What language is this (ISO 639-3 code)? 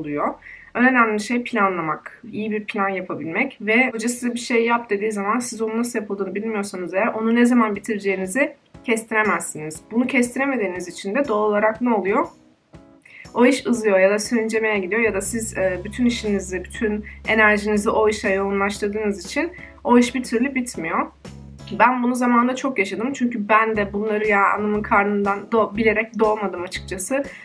tur